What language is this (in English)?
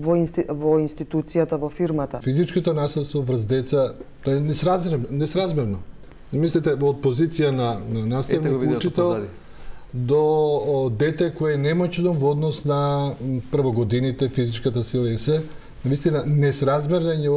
Macedonian